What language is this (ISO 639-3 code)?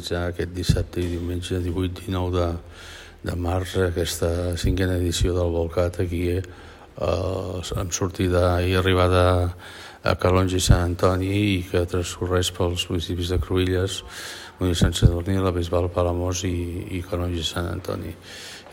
cat